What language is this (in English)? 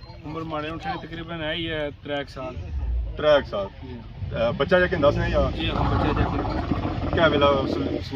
Pahari-Potwari